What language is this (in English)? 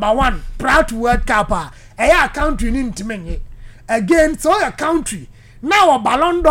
Akan